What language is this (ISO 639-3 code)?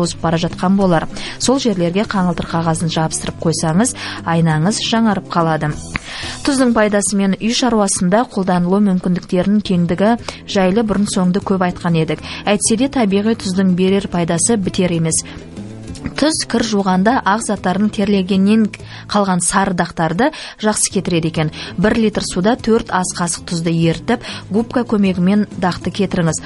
kaz